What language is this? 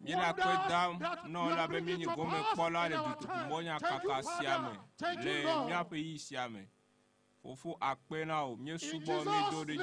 Ewe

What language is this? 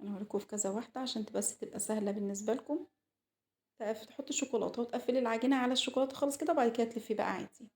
Egyptian Arabic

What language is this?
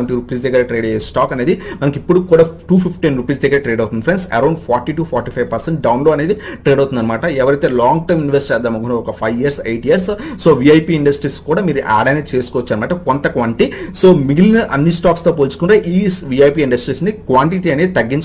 Telugu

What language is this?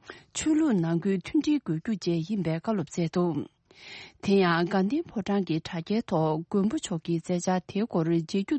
Tibetan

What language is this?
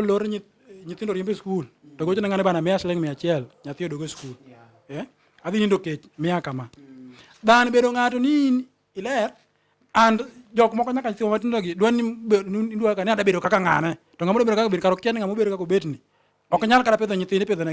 Luo (Kenya and Tanzania)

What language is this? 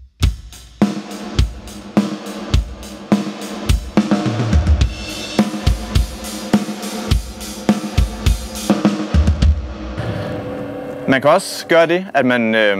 Danish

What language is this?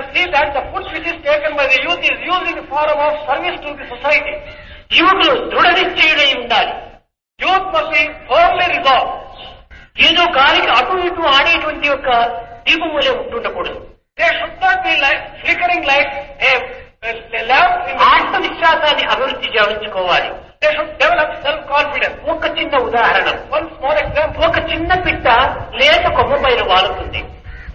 Telugu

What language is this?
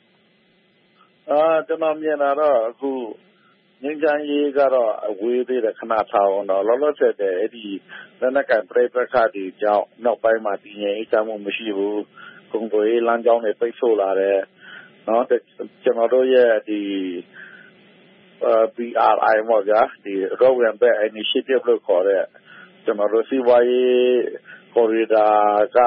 Burmese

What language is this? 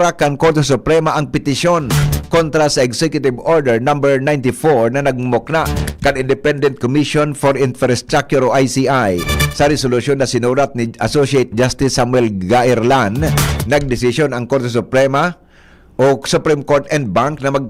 Bikol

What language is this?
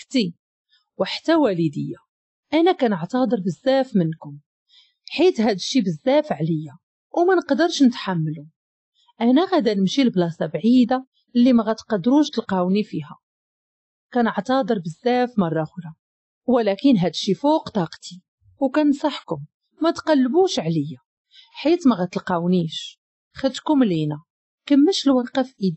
Moroccan Arabic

